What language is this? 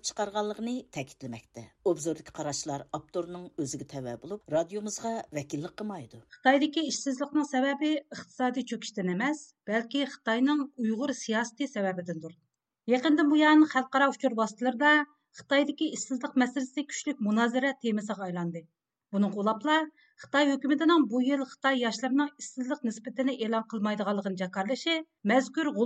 Uyghur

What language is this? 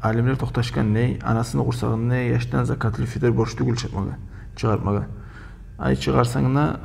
Kumyk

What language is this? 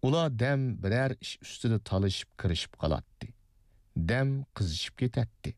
Uyghur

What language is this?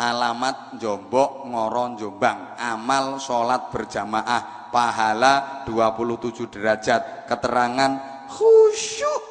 Javanese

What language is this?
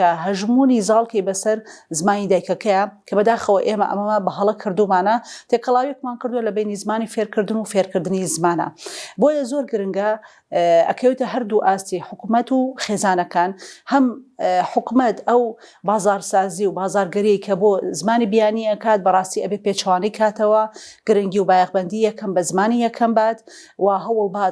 Central Kurdish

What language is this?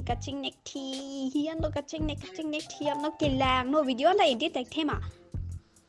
Karbi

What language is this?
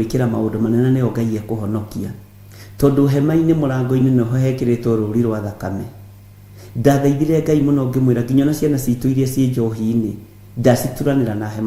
Kikuyu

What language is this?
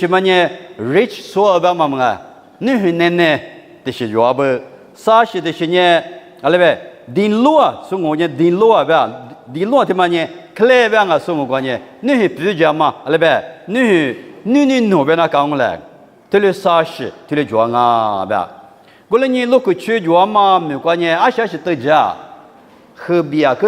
Lisu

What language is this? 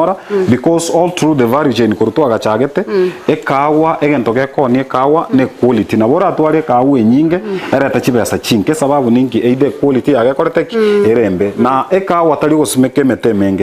Gusii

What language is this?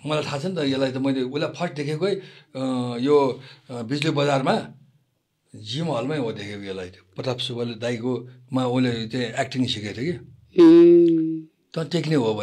Nepali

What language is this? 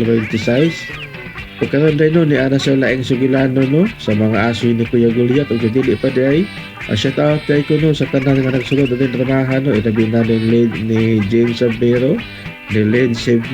Cebuano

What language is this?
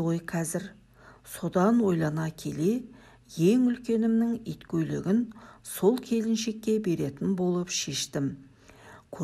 Kazakh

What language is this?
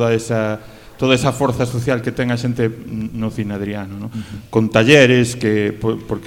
Galician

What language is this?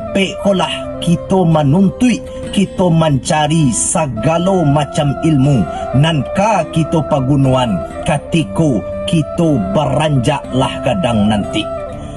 Minangkabau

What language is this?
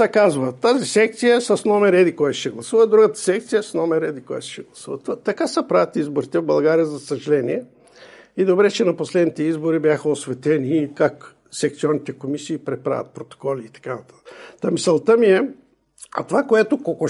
Bulgarian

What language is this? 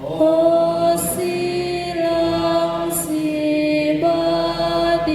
Batak Karo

